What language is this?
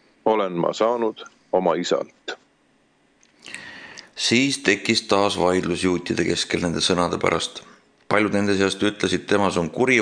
Estonian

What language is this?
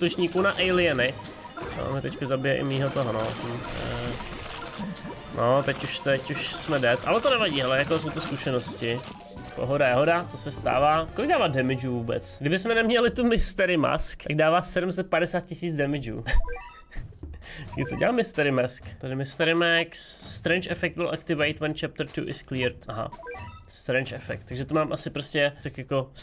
Czech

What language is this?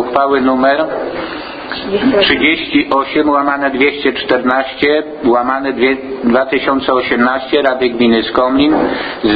Polish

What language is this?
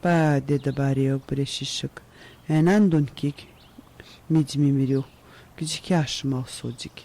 Atikamekw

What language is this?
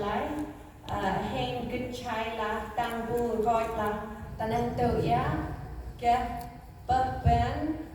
Central Mnong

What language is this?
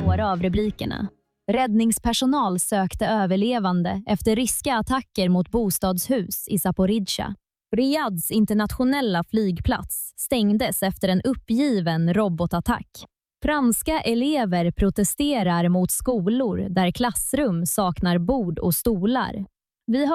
Swedish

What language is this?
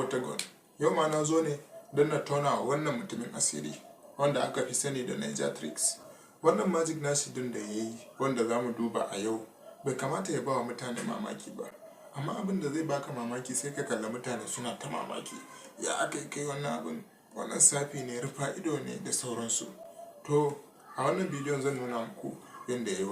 Hausa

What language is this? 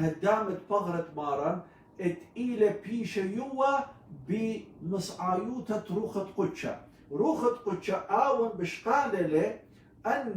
Assyrian Neo-Aramaic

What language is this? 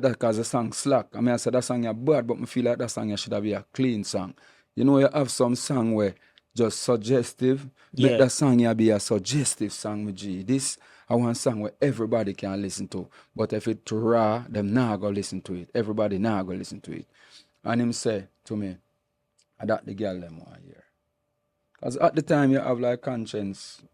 Jamaican Creole English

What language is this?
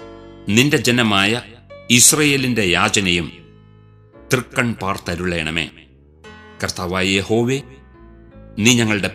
Malayalam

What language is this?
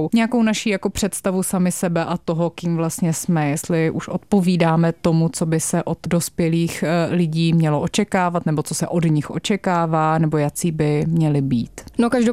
Czech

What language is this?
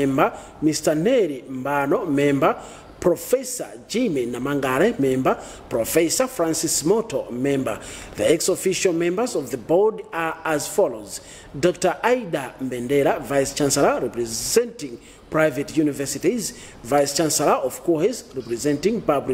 Nyanja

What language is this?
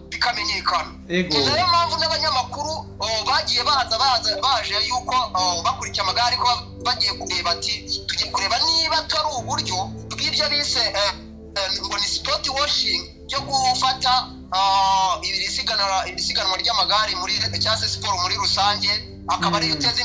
Kinyarwanda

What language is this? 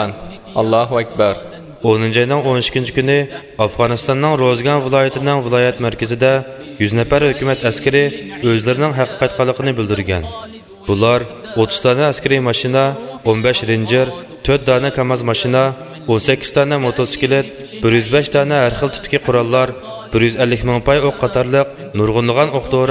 Uyghur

